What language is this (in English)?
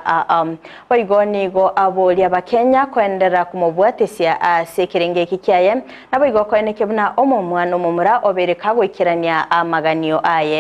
Gusii